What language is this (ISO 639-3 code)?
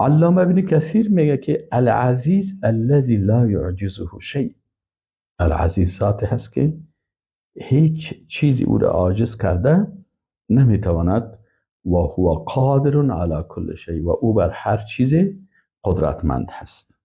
fas